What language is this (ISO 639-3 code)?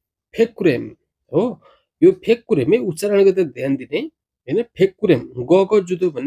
nep